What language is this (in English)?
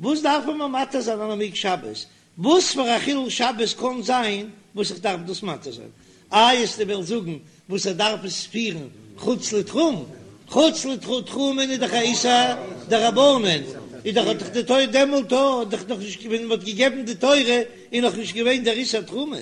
Yiddish